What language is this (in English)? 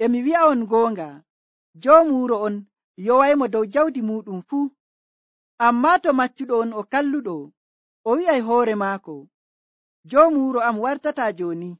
Nigerian Fulfulde